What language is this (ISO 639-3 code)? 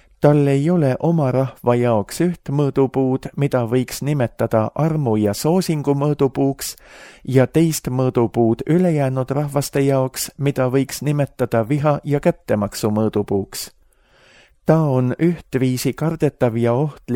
est